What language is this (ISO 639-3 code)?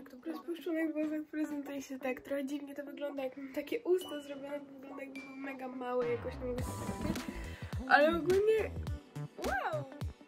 pol